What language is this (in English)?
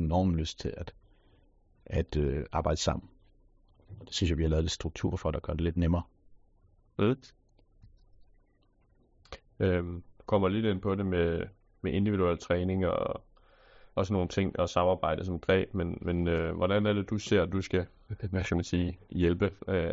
Danish